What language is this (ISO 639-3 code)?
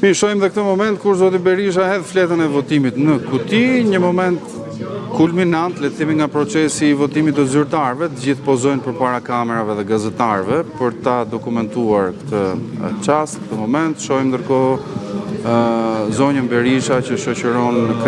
sqi